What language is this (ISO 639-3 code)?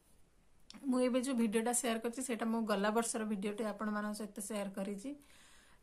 ori